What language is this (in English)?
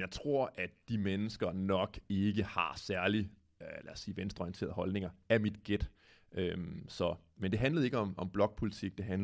Danish